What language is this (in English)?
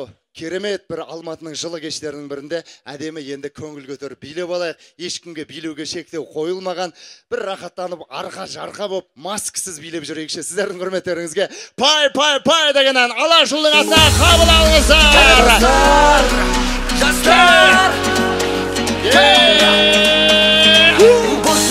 Kazakh